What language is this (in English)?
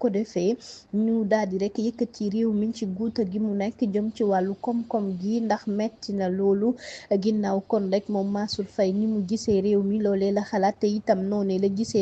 Wolof